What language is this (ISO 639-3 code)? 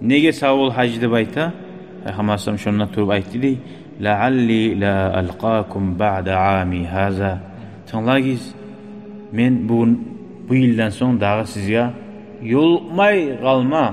kum